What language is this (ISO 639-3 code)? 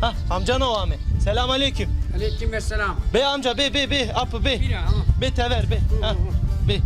zza